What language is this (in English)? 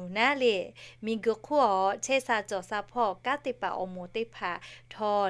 Lahu